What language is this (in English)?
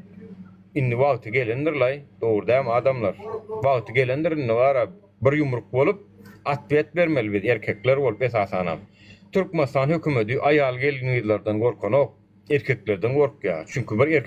Turkmen